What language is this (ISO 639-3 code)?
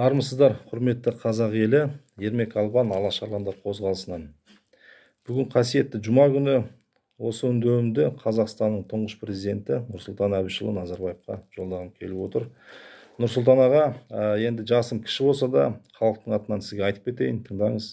kaz